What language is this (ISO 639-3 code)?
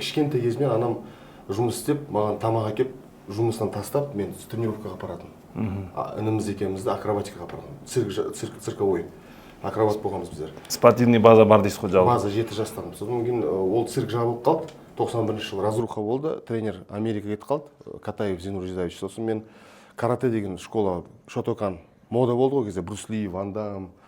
kaz